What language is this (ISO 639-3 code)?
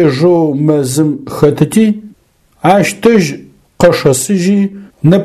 ady